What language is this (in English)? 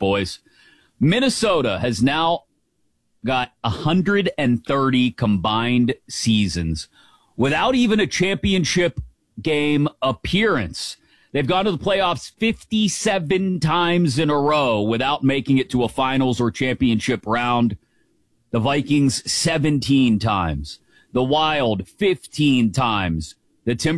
English